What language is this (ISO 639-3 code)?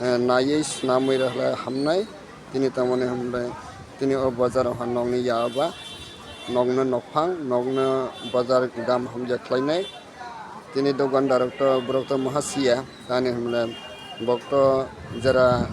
trp